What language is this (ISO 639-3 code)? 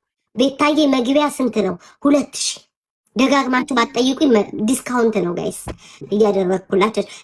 amh